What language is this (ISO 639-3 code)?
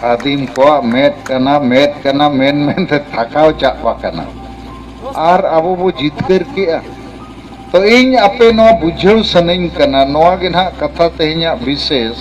sat